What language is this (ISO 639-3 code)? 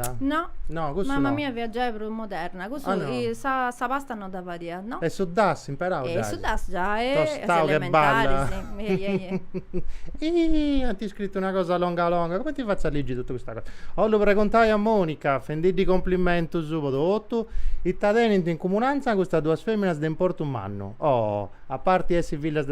srd